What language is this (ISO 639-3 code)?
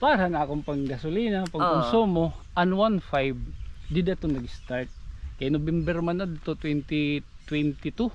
war